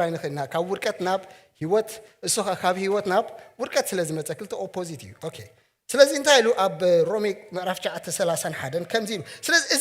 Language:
Tigrinya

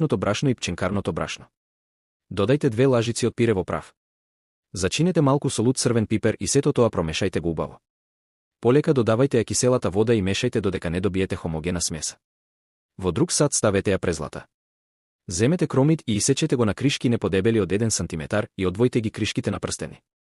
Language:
Macedonian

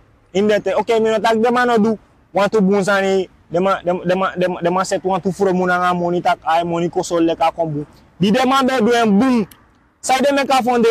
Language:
Sranan Tongo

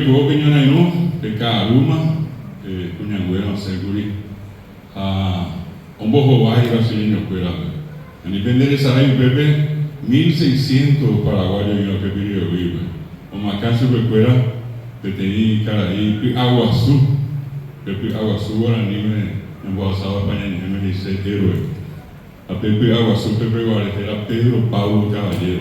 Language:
Guarani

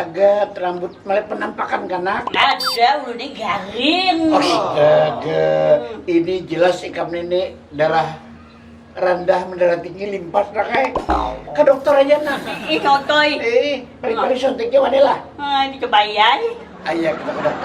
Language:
Banjar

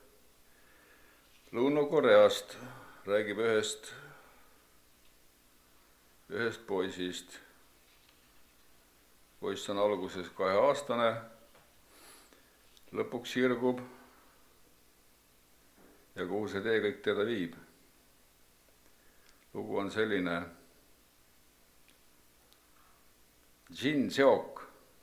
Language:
Estonian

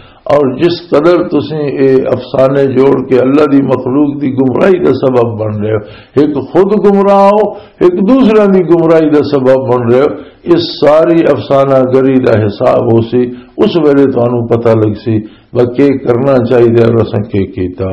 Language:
Western Panjabi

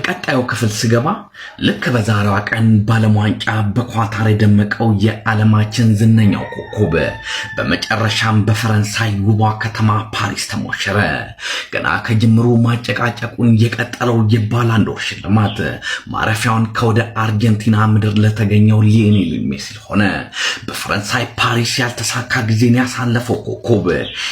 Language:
Amharic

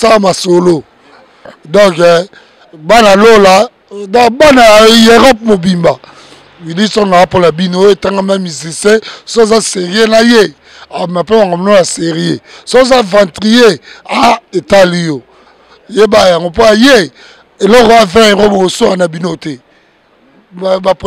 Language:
Lingala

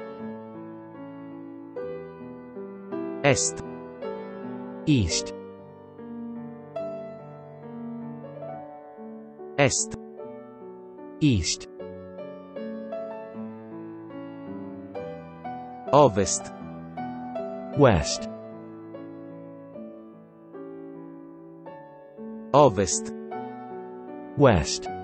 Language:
Italian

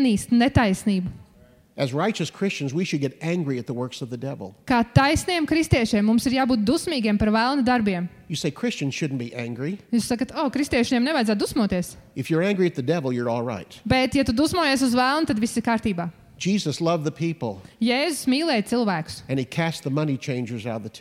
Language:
Latvian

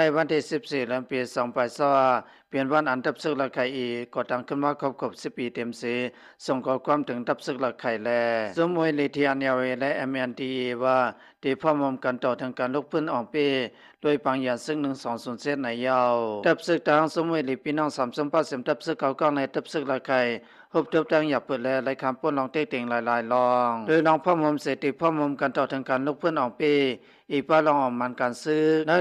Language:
Shan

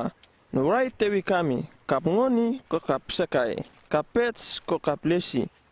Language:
Uripiv-Wala-Rano-Atchin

